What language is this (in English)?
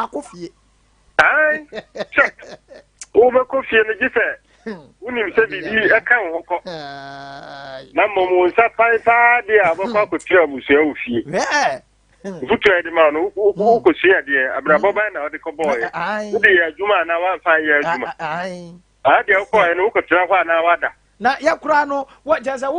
Akan